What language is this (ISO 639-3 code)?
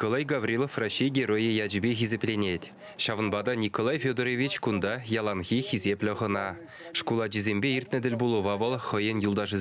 chv